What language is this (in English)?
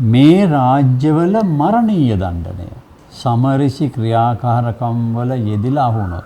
Sinhala